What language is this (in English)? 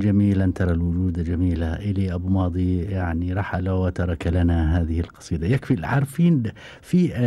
Gulf Arabic